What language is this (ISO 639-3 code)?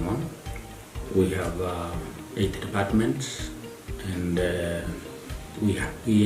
guz